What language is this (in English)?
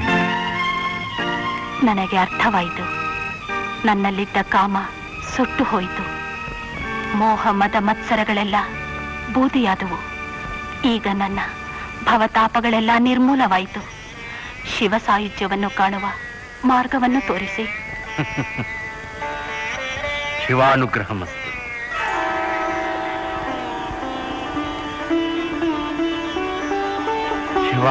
Kannada